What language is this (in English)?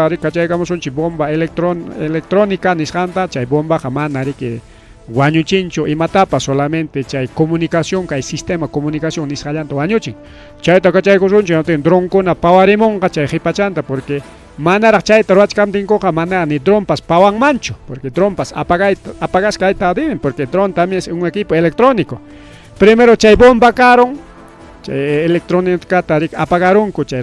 Ayacucho Quechua